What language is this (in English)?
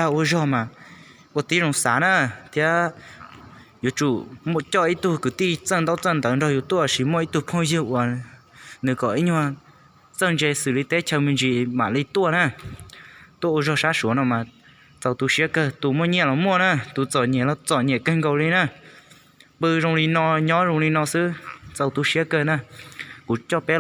Hmong